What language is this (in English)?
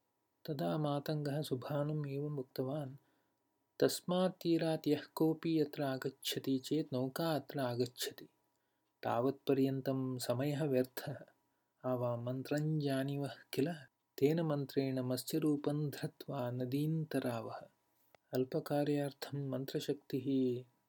Sanskrit